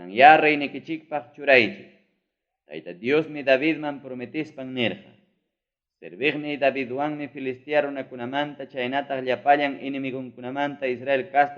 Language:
Ayacucho Quechua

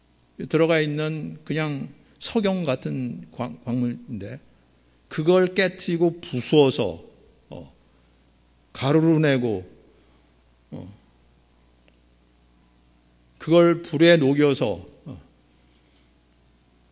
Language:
Korean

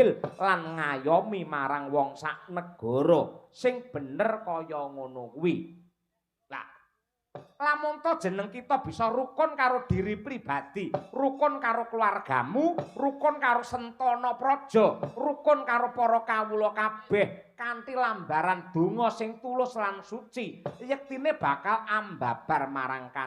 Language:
Javanese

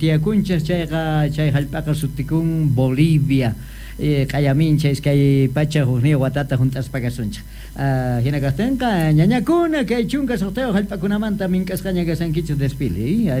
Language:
South Bolivian Quechua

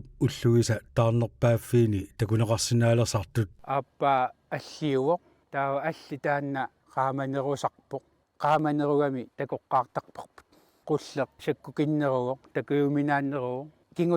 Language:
Kalaallisut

